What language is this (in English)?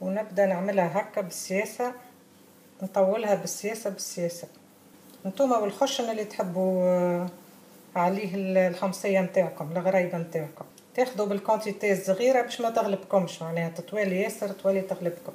Tunisian Arabic